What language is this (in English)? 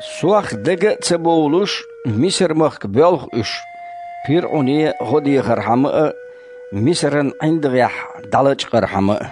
Chechen